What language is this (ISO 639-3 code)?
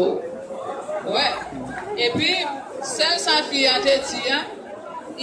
hat